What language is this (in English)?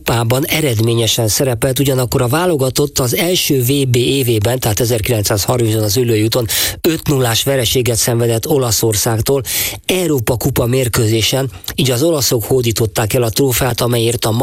Hungarian